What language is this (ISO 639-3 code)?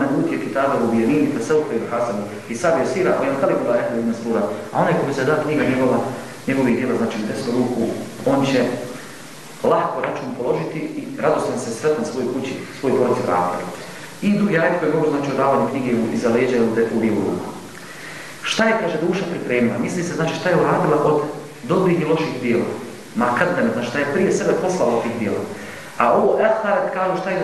bos